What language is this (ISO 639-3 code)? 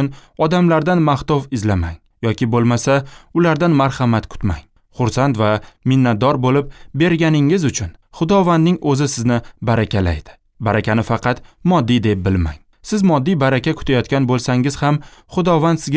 uzb